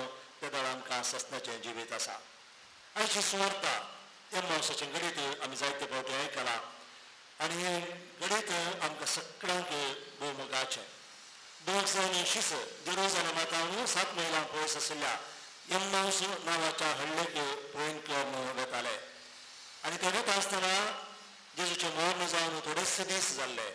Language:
Konkani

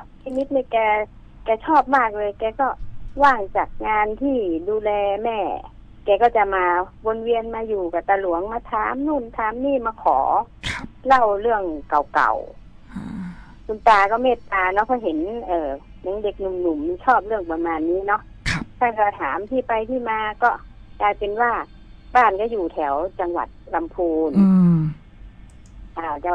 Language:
Thai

